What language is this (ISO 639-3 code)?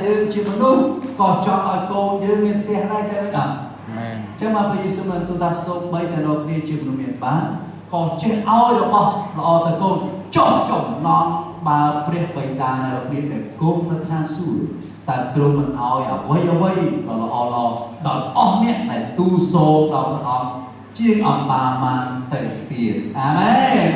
khm